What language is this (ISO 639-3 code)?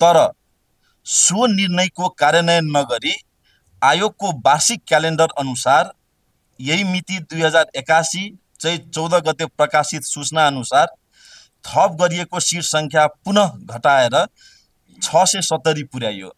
nep